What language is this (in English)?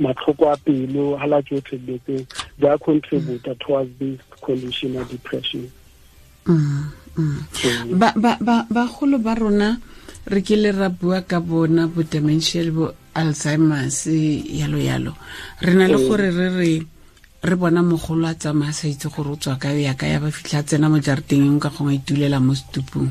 Tswana